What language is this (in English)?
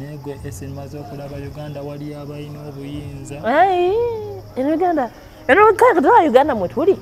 Ganda